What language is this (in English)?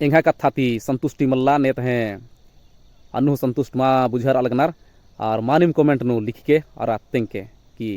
Kurukh